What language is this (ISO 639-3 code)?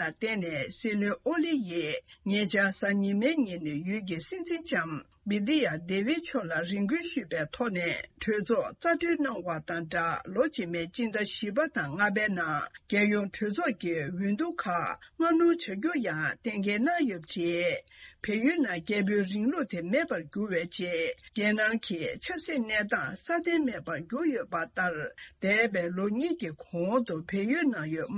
bod